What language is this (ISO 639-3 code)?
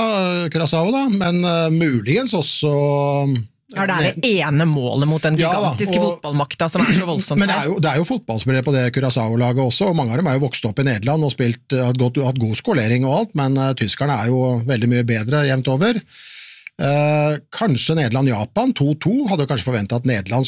nor